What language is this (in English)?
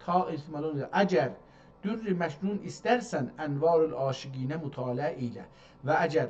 South Azerbaijani